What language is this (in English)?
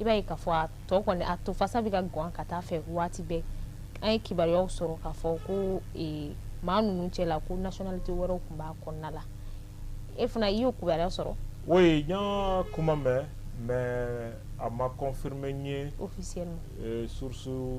Bambara